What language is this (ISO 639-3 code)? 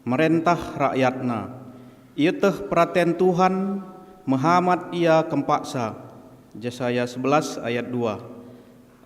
btx